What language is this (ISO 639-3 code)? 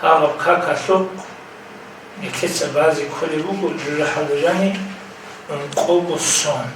ava